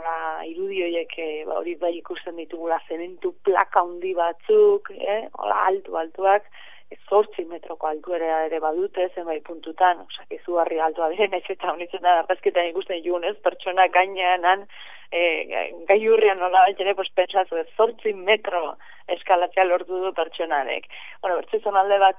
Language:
Basque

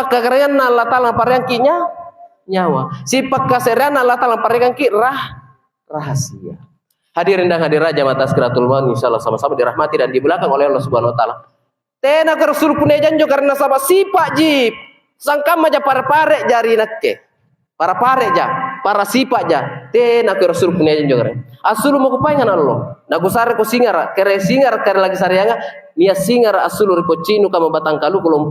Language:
Makasar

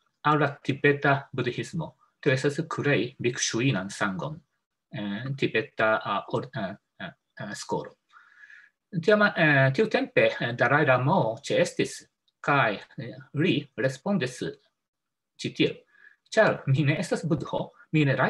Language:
Esperanto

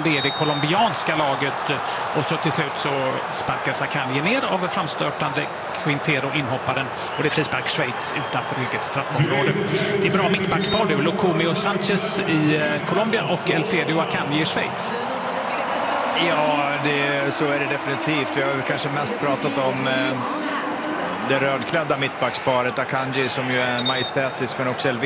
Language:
Swedish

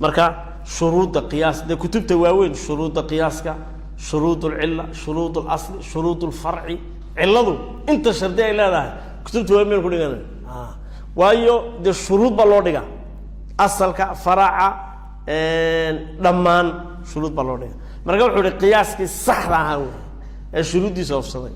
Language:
Somali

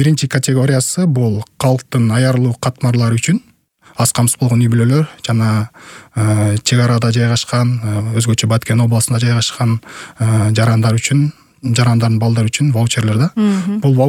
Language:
Kyrgyz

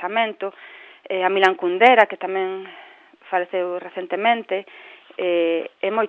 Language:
Galician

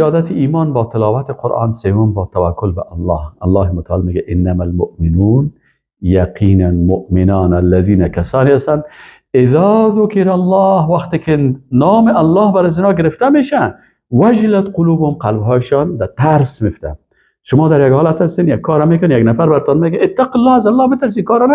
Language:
Persian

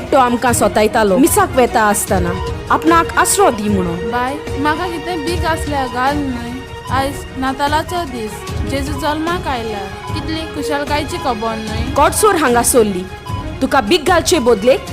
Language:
Konkani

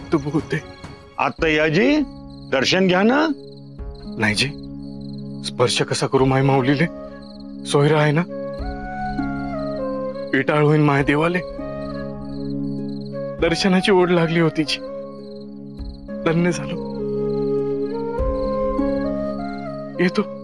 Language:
Marathi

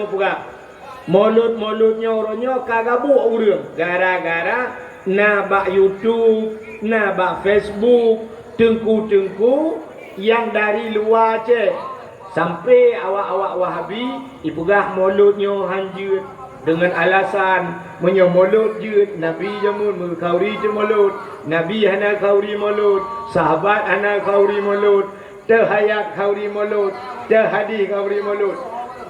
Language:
Achinese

